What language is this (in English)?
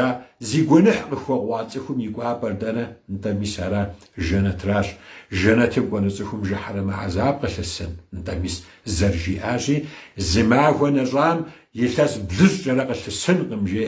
Kabardian